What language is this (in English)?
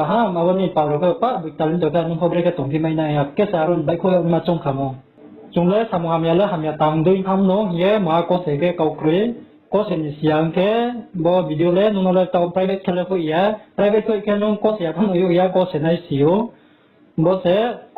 Riang (India)